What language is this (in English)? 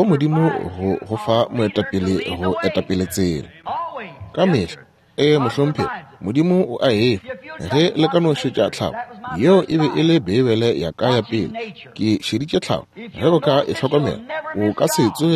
Northern Sotho